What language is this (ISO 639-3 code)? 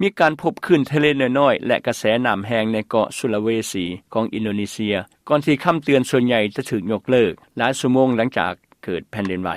lao